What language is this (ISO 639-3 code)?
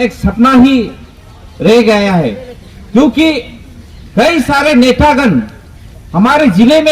mjw